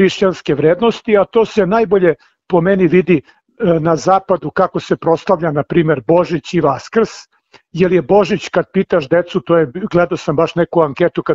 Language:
Serbian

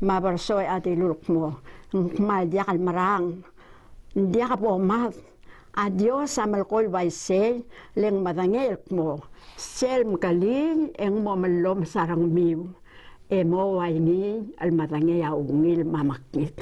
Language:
Palauan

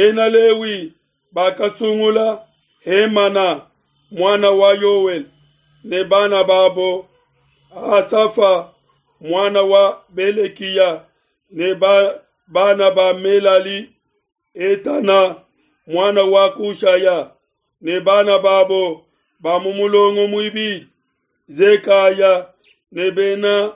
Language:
Luba-Lulua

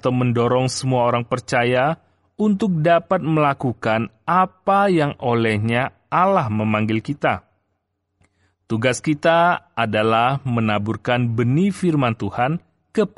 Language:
Indonesian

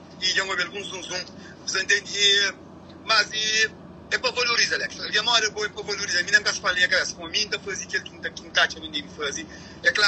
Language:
Kabuverdianu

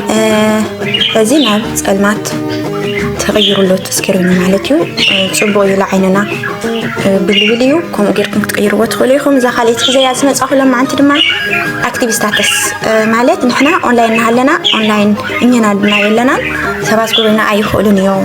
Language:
Tigrinya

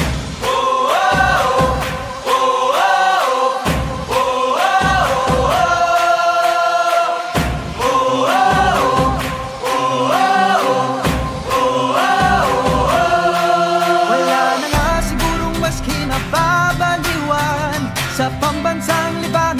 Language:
Filipino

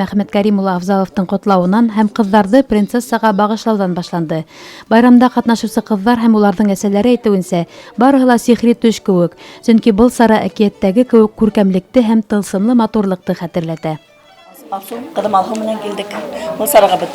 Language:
Bashkir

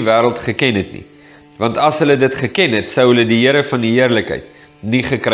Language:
Afrikaans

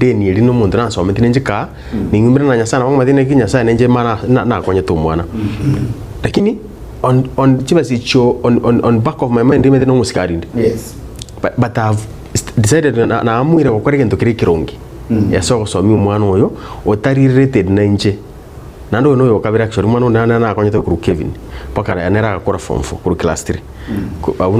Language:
Gusii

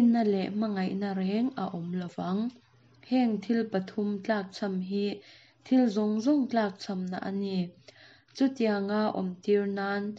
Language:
Mizo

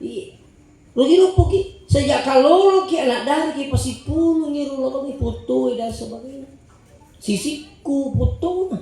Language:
Buginese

